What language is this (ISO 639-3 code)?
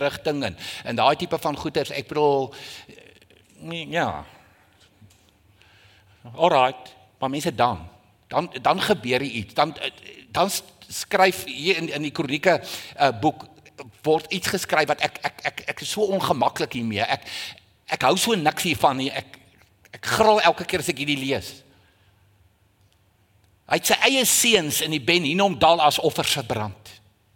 afr